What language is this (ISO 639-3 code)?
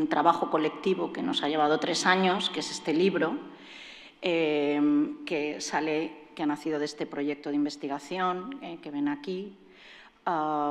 spa